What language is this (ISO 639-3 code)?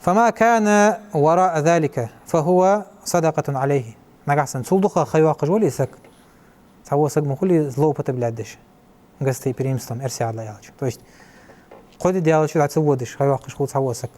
inh